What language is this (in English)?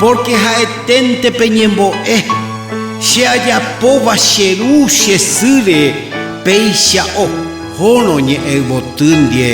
Guarani